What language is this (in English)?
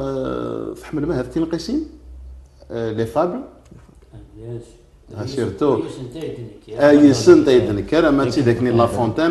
Kabyle